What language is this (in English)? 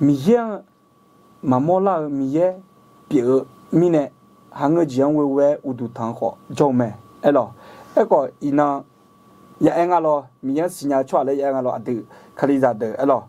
Akha